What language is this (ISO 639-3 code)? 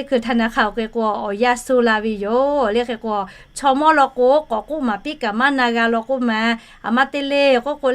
lhu